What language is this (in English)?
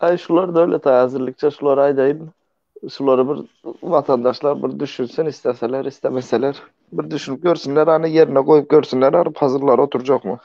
Turkmen